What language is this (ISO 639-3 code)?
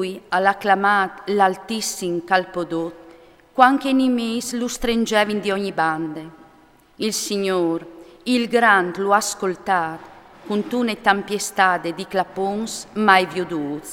fur